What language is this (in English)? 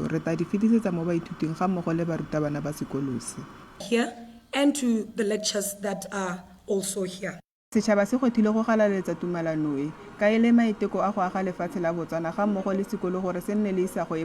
Tswana